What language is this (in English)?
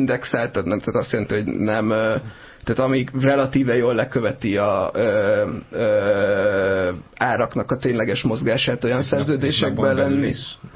Hungarian